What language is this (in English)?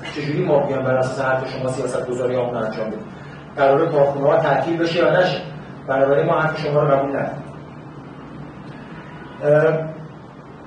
Persian